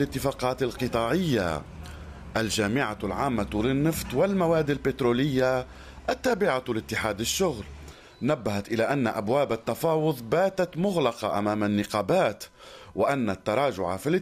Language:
Arabic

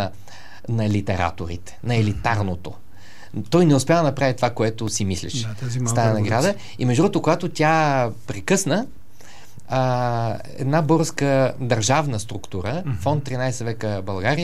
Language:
Bulgarian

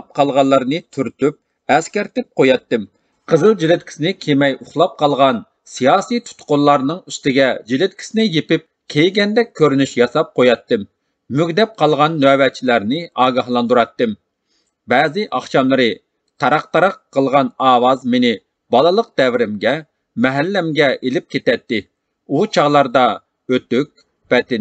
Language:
Uyghur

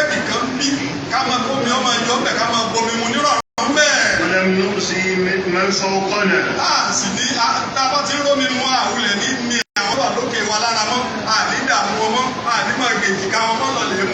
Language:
Yoruba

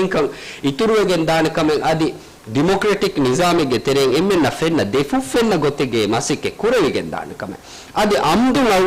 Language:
Divehi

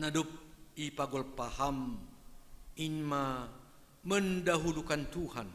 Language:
Batak Simalungun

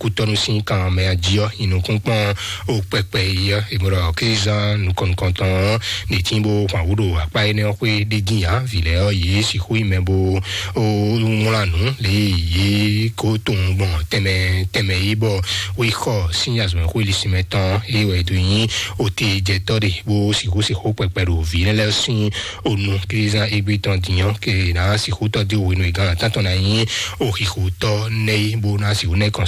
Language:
Fon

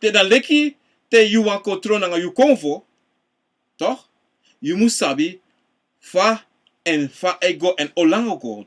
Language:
Sranan Tongo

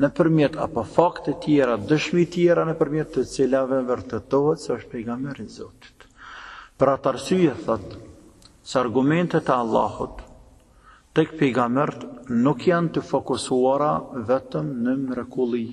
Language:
Albanian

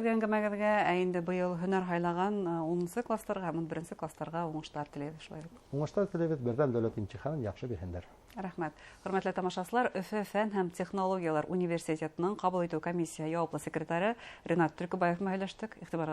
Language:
Bashkir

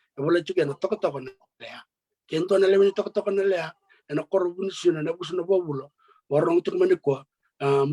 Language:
Fijian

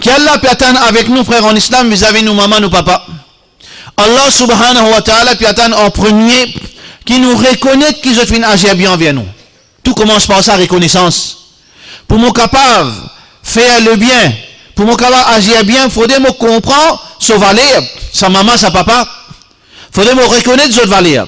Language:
Morisyen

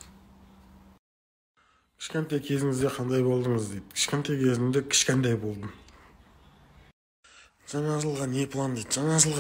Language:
Kazakh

